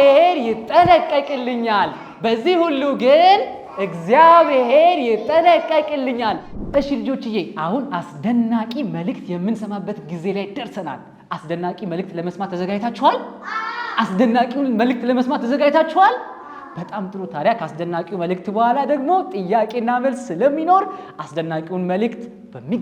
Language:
Amharic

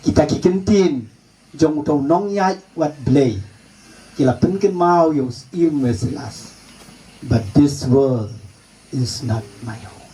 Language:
Khasi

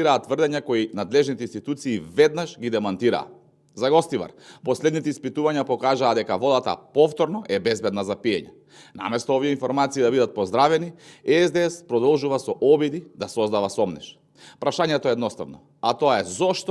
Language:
Macedonian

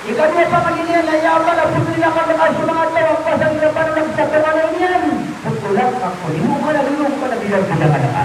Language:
Maranao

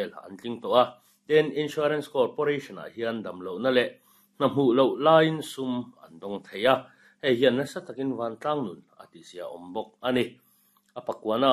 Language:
Mizo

